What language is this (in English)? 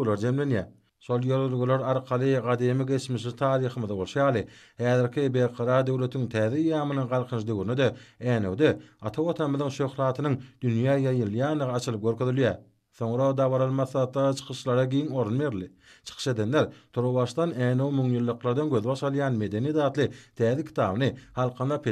Turkmen